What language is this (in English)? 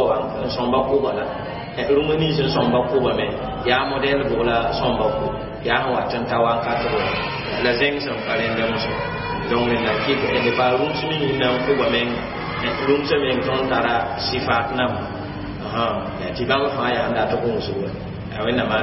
Mossi